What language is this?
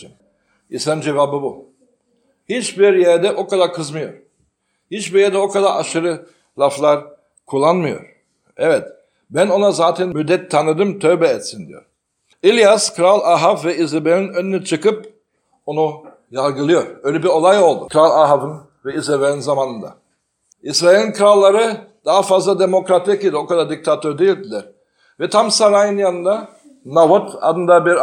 Turkish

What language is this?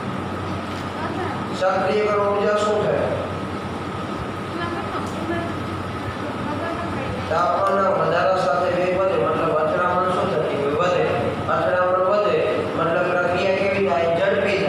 Gujarati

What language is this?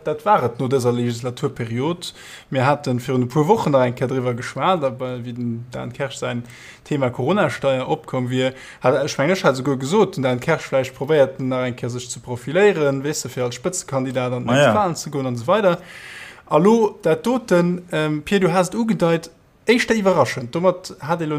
Luxembourgish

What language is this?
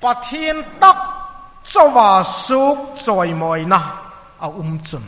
Hmar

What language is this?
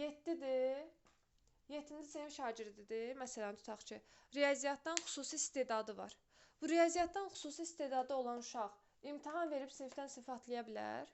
Azerbaijani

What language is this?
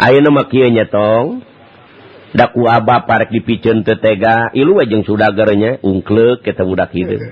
Sundanese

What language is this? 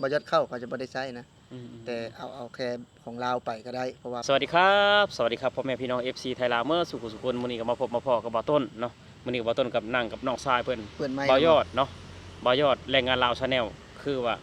Lao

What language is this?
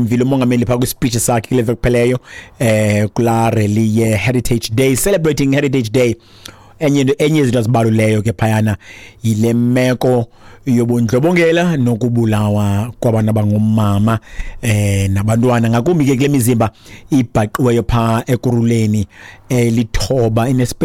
Xhosa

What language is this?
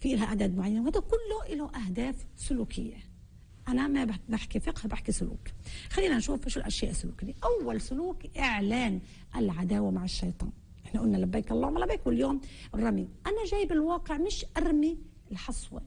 North Levantine Arabic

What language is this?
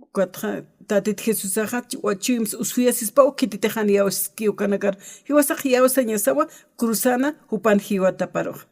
Aymara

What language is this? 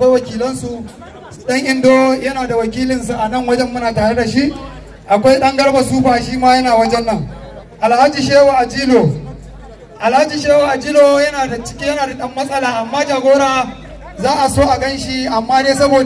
Hausa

